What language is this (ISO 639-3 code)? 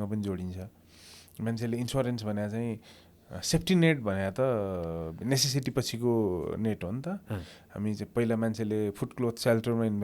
nep